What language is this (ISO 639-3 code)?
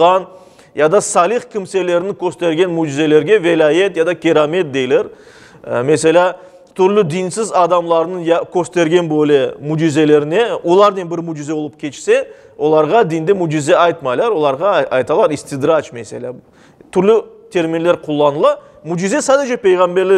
crh